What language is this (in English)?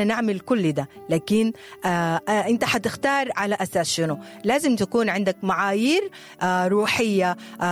Sudanese Arabic